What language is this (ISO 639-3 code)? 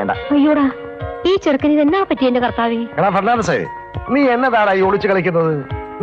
mal